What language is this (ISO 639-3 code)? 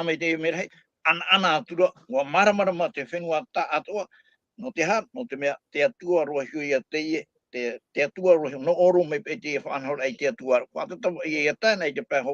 tah